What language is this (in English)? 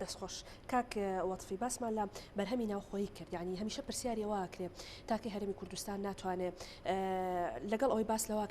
Central Kurdish